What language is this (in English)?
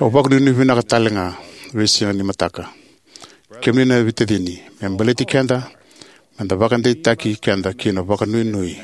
Fijian